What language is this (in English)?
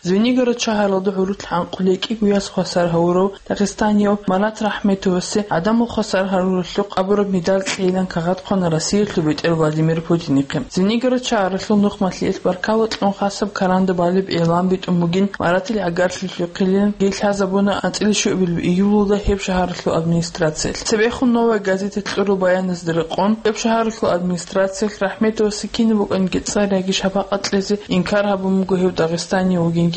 Avaric